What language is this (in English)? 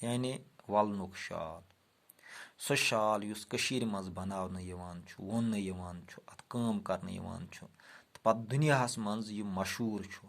Kashmiri